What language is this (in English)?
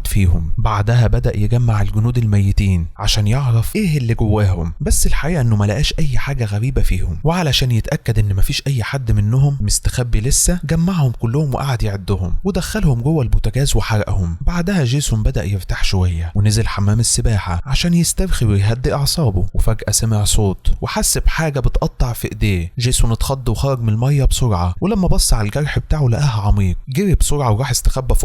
Egyptian Arabic